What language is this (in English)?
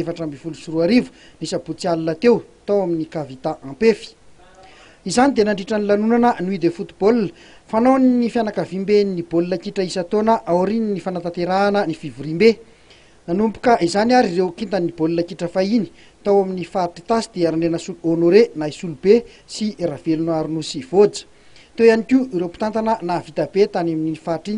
Malagasy